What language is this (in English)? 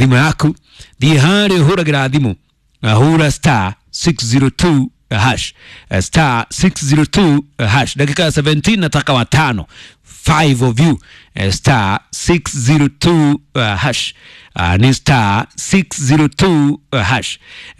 Kikuyu